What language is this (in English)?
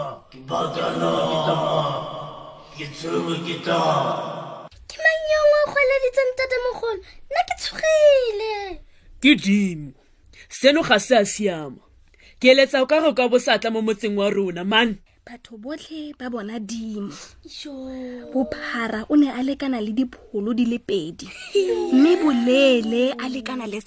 Tswana